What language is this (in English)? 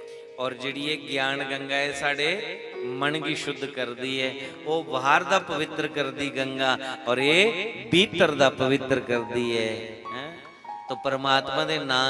Dogri